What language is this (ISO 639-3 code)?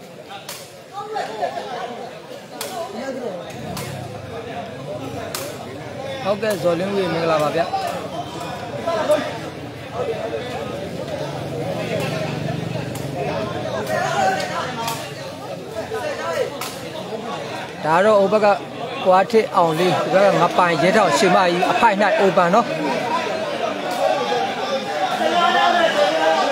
mya